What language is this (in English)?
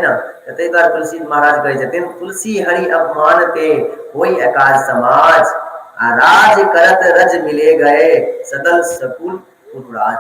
Maithili